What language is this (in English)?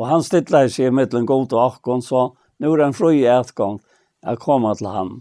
Faroese